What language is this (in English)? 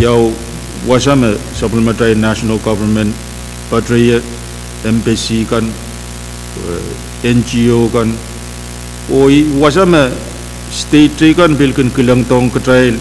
Pohnpeian